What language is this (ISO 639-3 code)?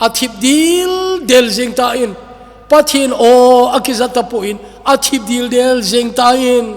tcz